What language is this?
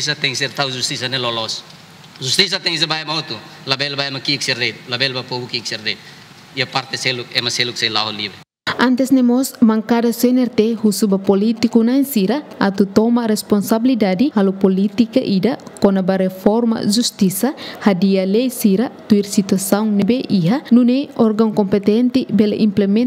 Tetum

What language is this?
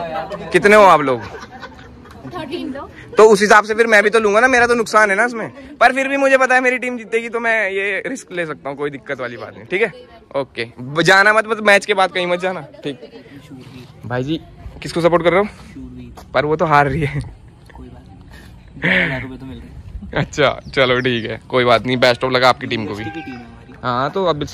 Hindi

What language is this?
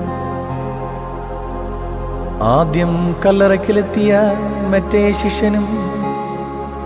Malayalam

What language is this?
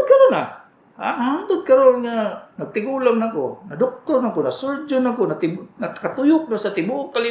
Cebuano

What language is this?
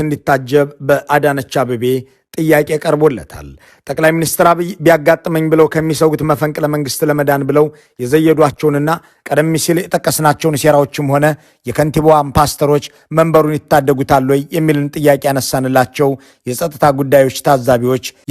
Amharic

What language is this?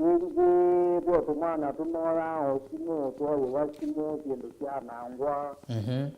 Kamba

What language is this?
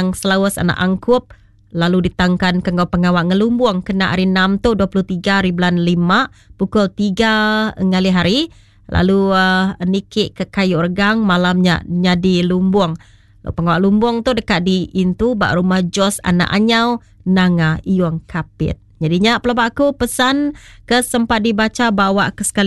Iban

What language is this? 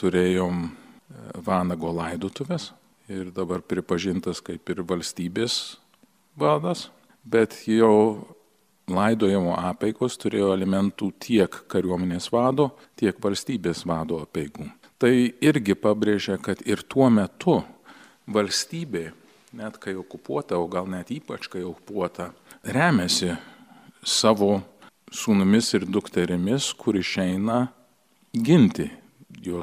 Lithuanian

